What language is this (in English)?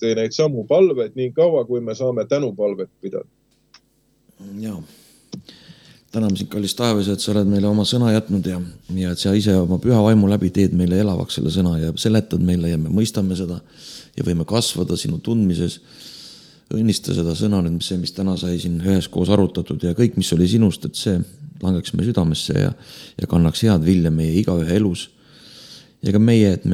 Estonian